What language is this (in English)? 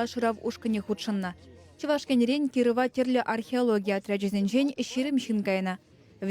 Chuvash